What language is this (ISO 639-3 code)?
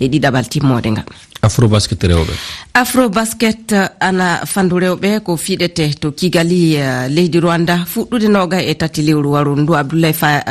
ful